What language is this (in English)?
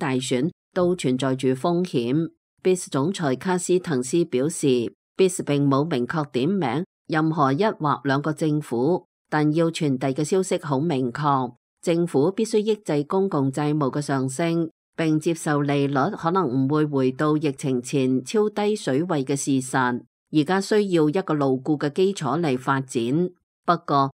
Cantonese